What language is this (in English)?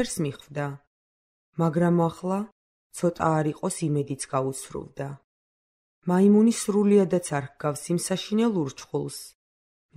Georgian